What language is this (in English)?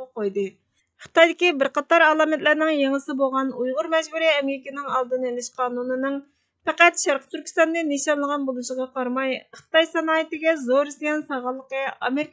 Uyghur